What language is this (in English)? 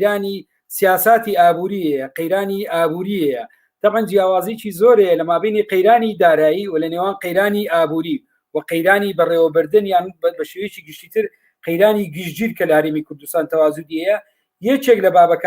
Central Kurdish